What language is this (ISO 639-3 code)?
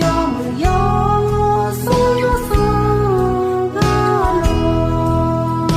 ahk